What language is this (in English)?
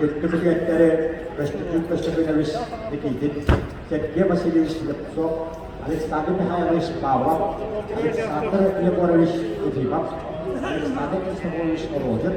Yakut